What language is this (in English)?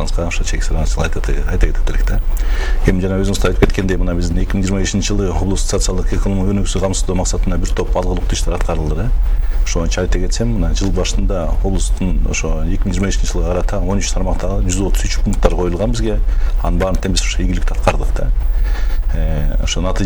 Kyrgyz